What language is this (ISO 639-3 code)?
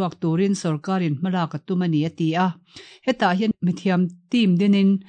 lus